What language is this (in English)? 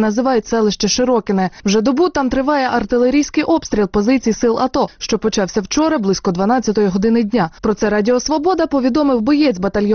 Ukrainian